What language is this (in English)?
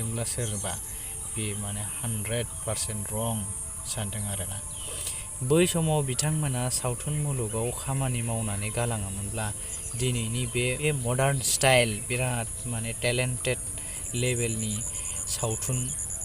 Bodo